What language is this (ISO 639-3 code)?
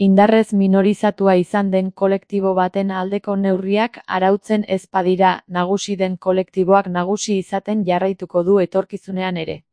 eus